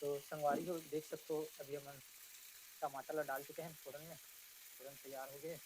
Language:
Chhattisgarhi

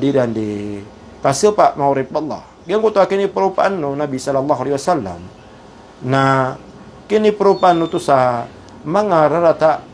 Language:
Maranao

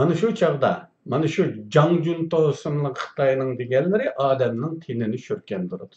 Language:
Uyghur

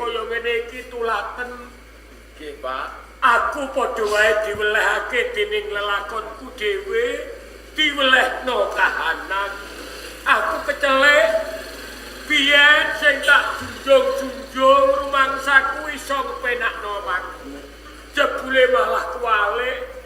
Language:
Javanese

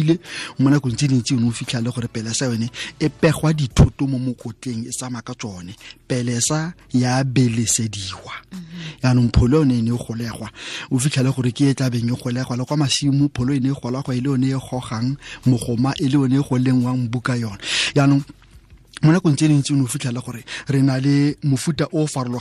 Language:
Tswana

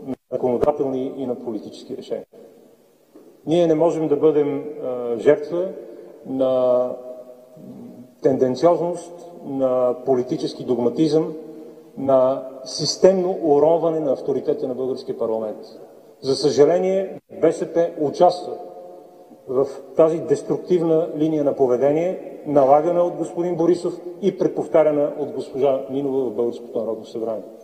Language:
Bulgarian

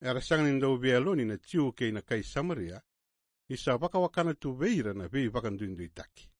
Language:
Fijian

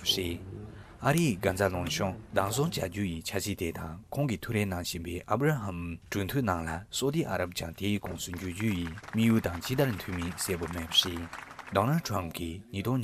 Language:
Tibetan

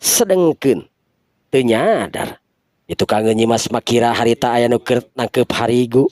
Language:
Sundanese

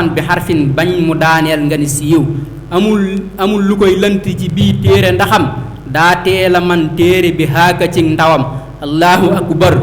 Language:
Wolof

